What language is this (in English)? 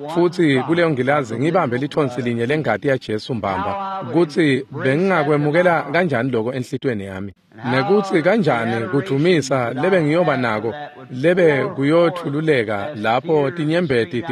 Swati